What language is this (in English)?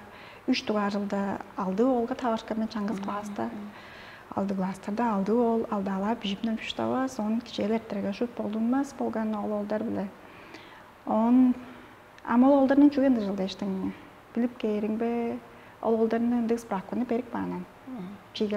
Tuvinian